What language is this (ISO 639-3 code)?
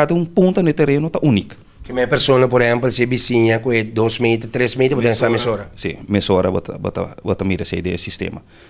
pap